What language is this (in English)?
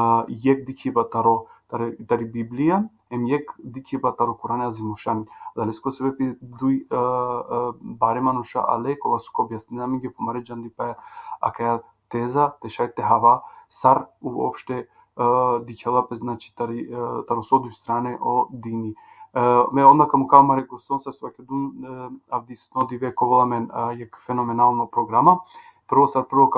Balkan Romani